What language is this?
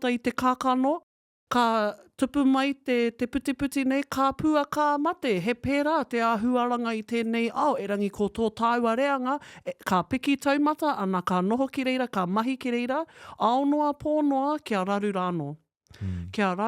Māori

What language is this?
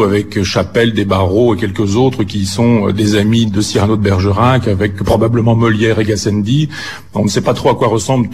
French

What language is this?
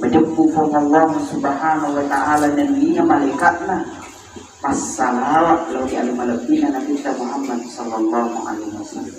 Buginese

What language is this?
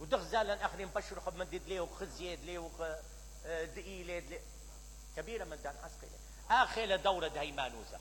Mesopotamian Arabic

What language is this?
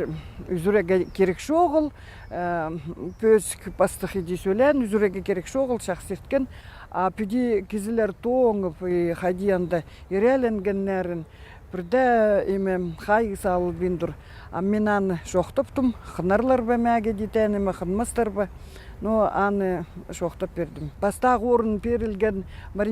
Khakas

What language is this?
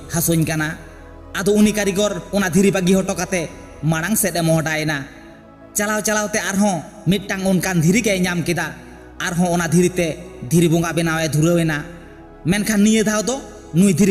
Santali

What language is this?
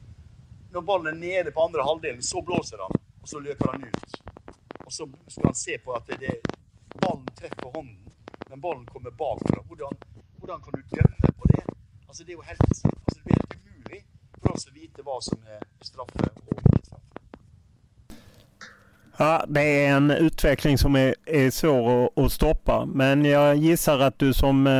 Norwegian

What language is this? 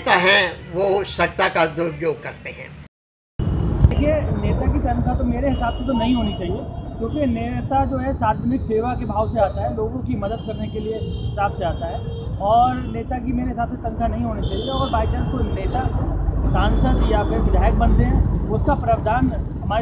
Hindi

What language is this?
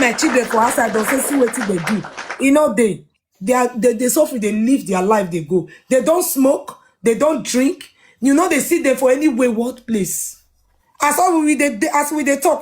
Nigerian Pidgin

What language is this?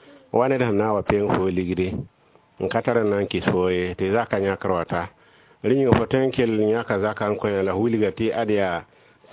Mossi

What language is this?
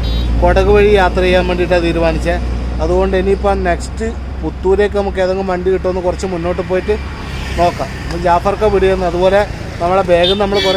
Malayalam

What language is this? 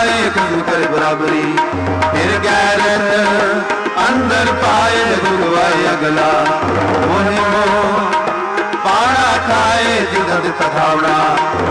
Punjabi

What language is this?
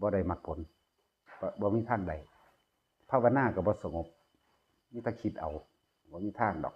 Lao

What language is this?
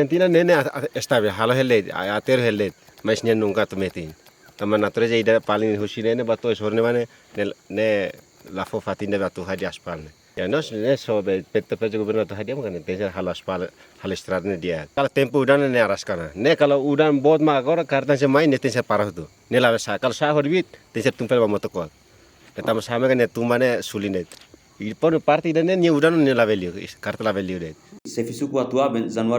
Tetum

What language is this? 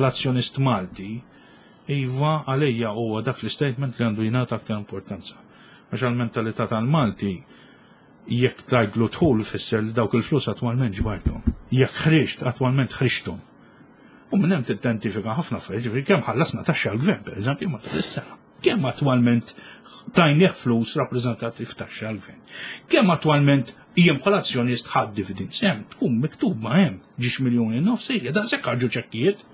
Maltese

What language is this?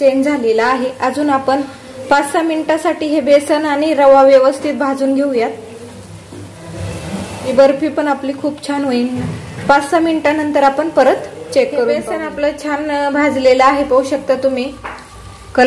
Marathi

